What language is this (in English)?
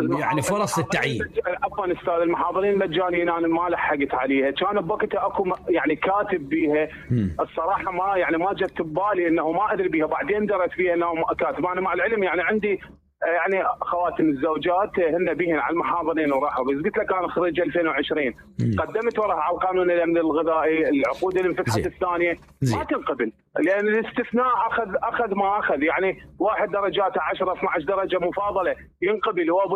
Mesopotamian Arabic